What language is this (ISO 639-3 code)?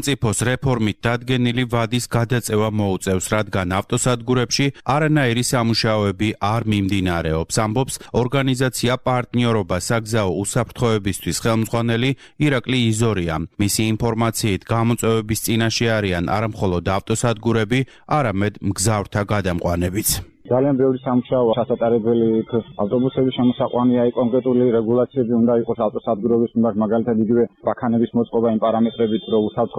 kat